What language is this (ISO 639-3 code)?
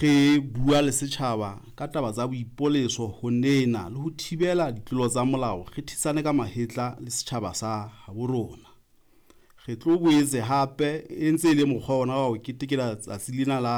sot